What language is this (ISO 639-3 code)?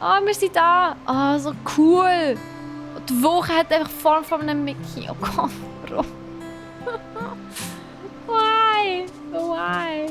gsw